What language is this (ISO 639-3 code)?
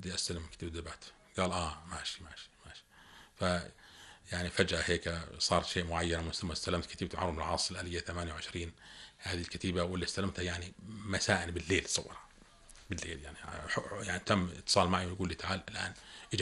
apc